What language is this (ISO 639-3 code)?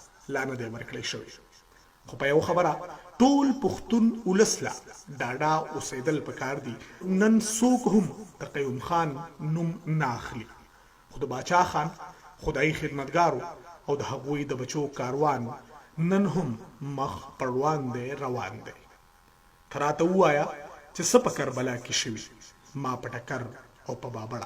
pus